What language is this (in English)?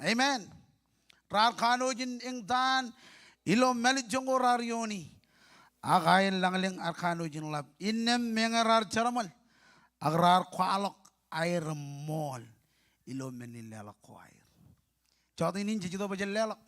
Marshallese